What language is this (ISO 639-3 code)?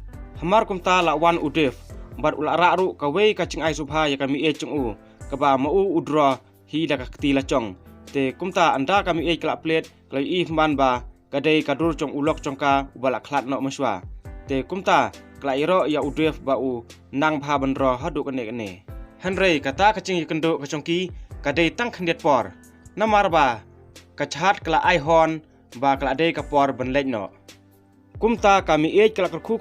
kha